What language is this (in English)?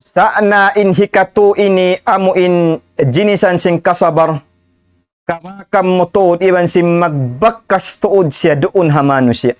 Tausug